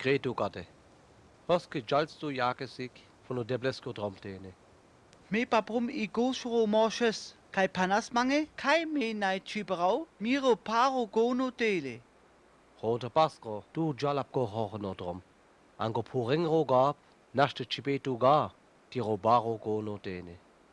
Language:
Sinte Romani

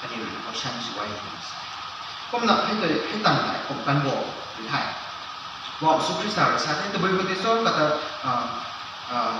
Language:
Rongmei Naga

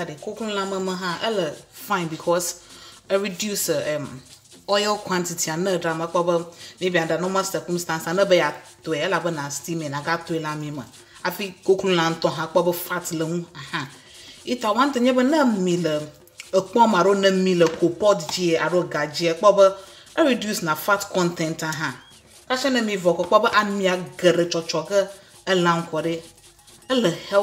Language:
Ewe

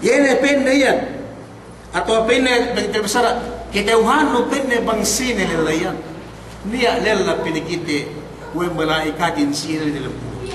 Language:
Yakan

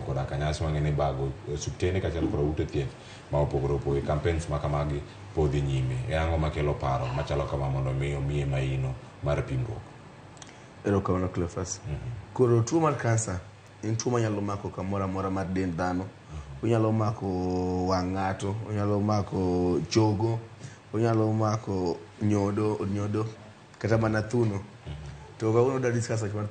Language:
Luo (Kenya and Tanzania)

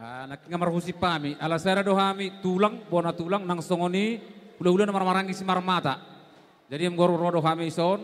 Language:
Batak Toba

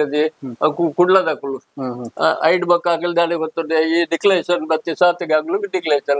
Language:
Tulu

